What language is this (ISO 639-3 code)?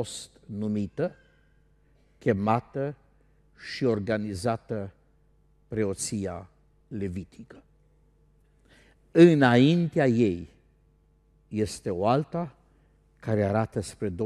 ron